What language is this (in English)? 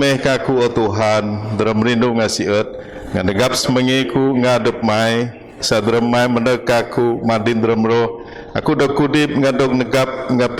Biatah Bidayuh